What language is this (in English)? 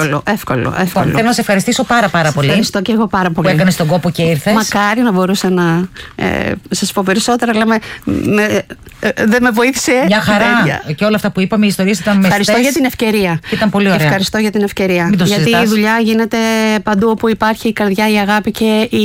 Greek